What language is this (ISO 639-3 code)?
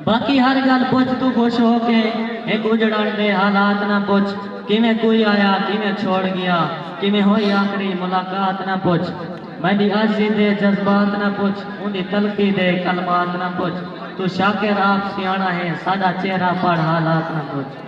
skr